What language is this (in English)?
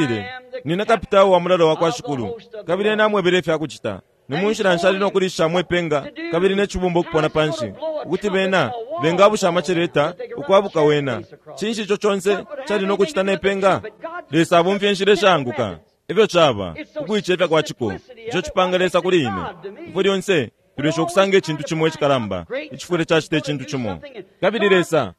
Bemba